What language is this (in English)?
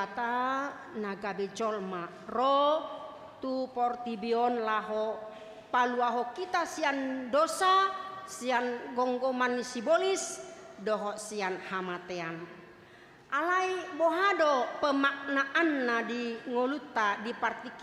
Batak Toba